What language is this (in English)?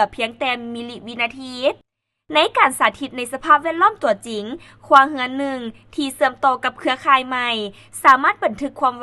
Lao